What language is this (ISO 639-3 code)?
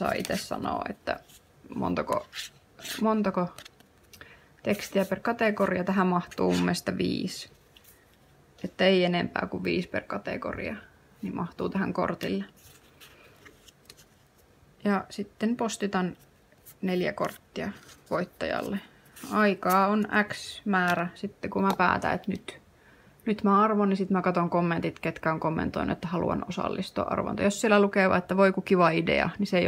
fin